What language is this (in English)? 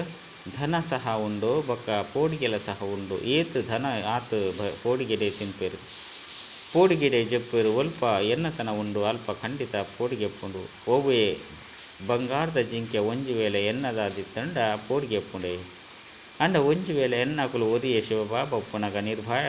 Tulu